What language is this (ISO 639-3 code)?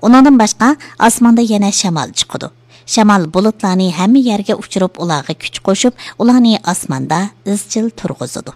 uig